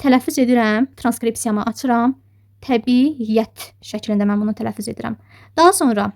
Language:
Azerbaijani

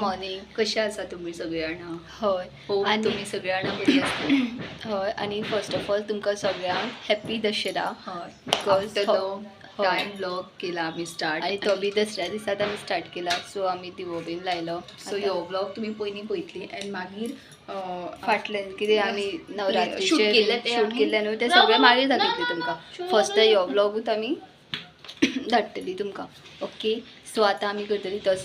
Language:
Konkani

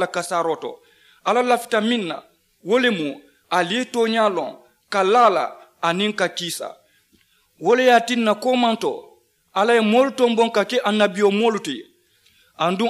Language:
Mandingo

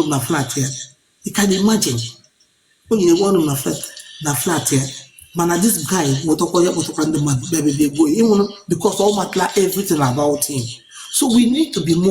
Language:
Igbo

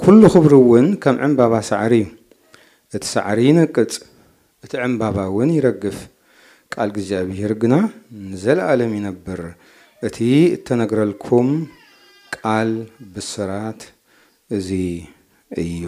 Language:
Tigrinya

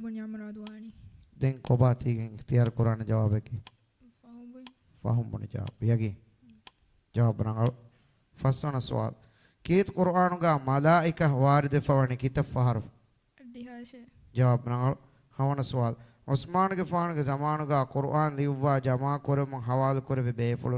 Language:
Divehi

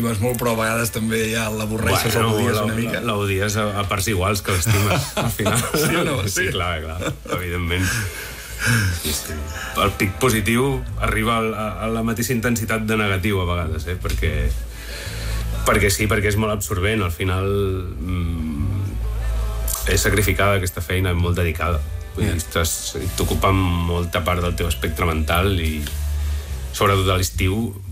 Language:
Catalan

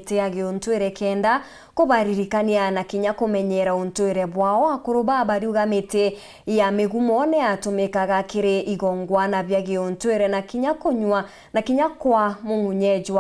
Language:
Meru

